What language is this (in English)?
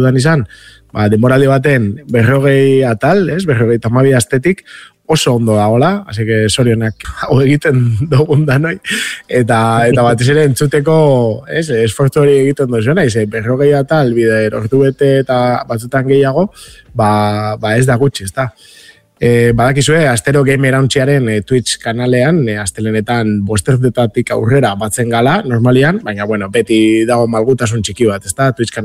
Basque